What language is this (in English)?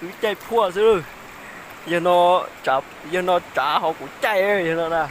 Hmong